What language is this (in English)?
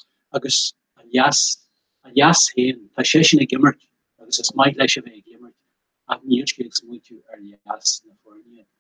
Irish